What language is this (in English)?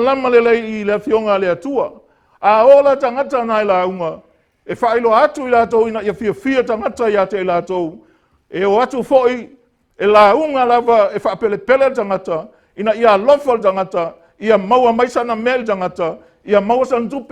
Samoan